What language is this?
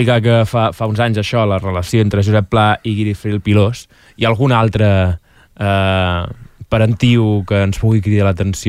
Catalan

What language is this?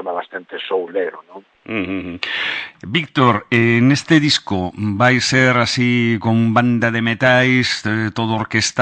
Galician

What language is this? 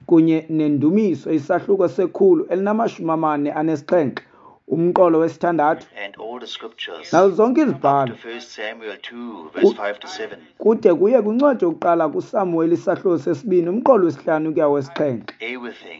Xhosa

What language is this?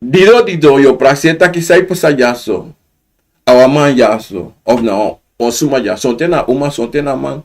Sranan Tongo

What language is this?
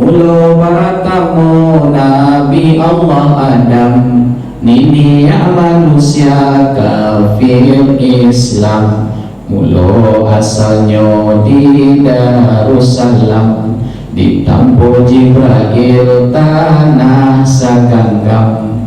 Minangkabau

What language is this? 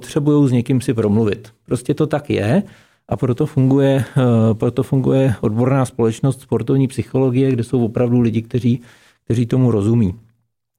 Czech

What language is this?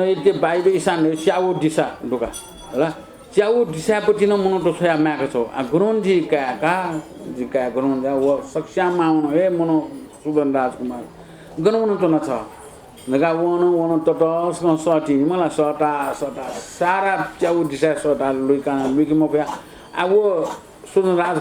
Newari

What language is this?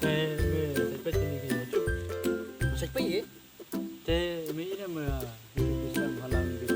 Khasi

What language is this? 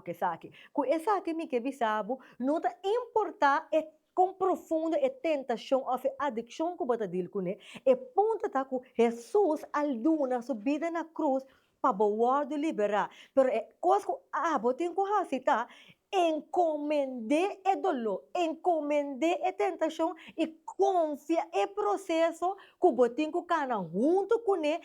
Papiamento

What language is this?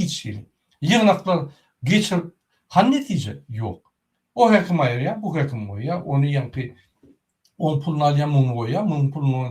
Turkmen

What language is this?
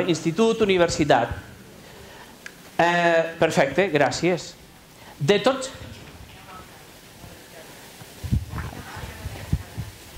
Catalan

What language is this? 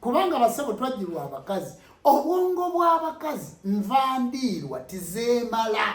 Ganda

